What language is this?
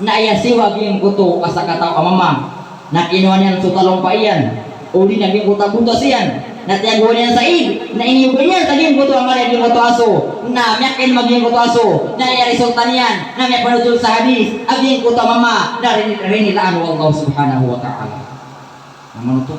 Maranao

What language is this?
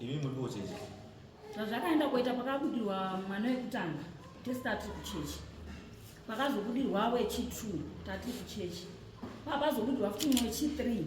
Shona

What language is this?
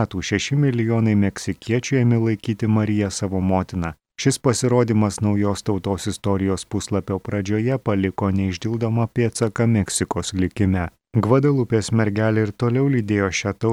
Lithuanian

